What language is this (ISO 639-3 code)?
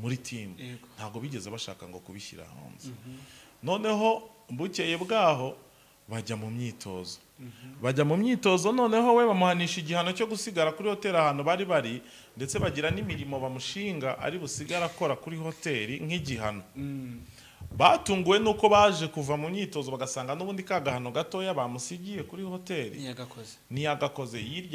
kin